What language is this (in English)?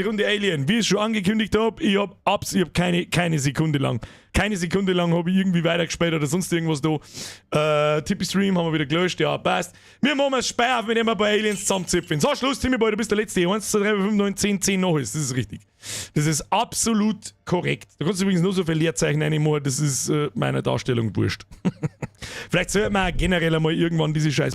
Bavarian